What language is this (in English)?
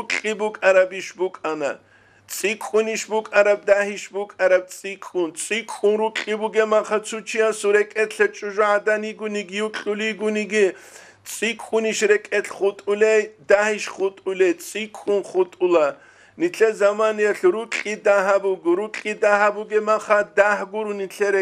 Avaric